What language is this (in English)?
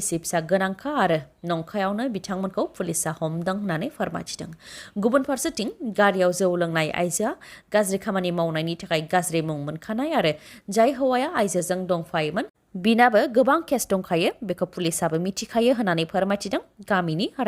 Bodo